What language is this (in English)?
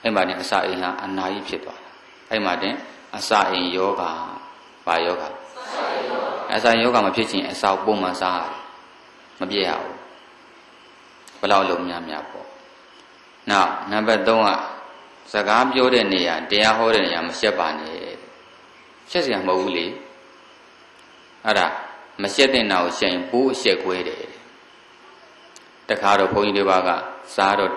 Burmese